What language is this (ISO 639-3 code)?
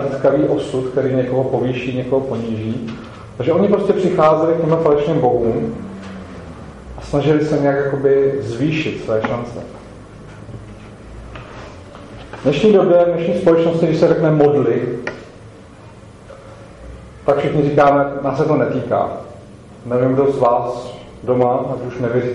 ces